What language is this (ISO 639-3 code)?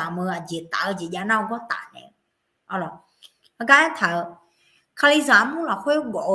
ahk